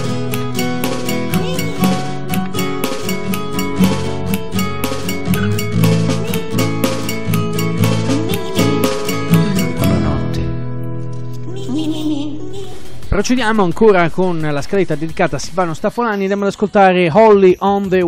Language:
Italian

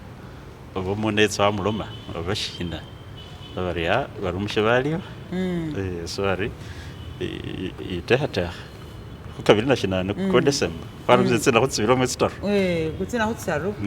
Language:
Masaaba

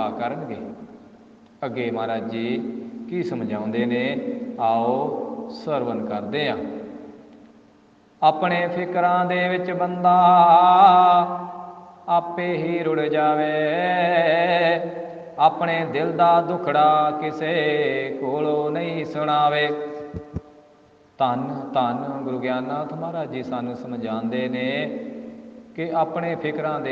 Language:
Punjabi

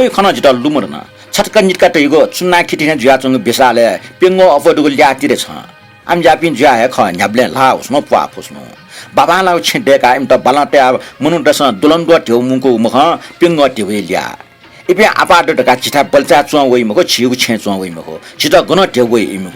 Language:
Newari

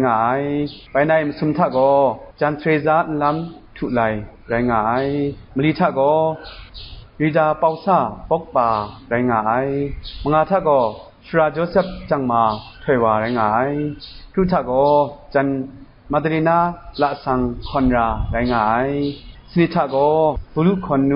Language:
Kachin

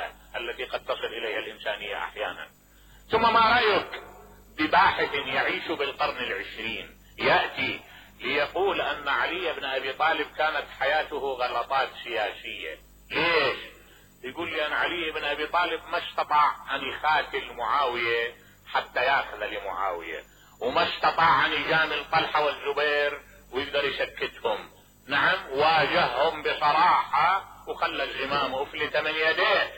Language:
Mesopotamian Arabic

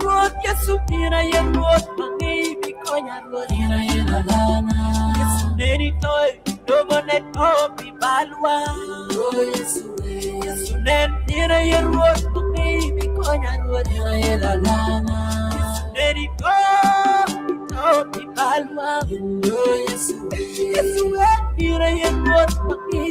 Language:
Acoli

